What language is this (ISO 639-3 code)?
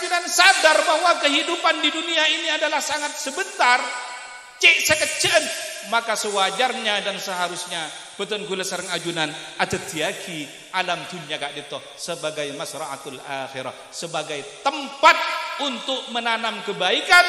mad